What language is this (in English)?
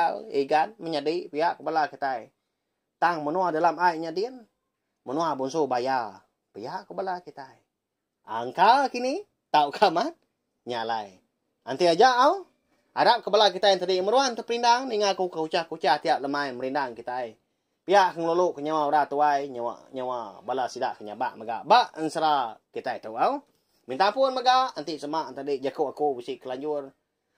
Iban